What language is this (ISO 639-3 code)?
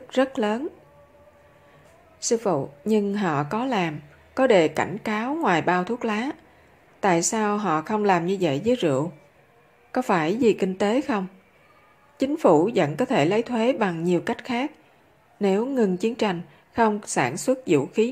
vie